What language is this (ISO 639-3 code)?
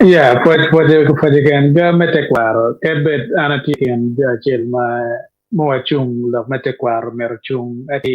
ach